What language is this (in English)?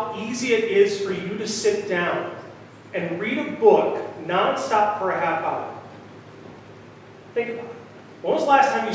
English